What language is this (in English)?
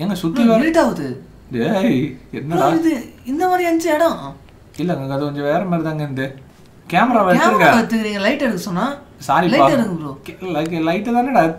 Tamil